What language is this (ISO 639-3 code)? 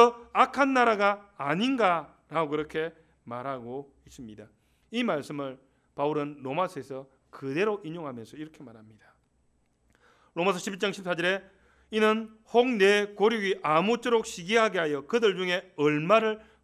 kor